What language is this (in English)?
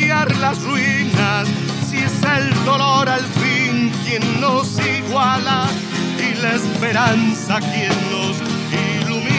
Spanish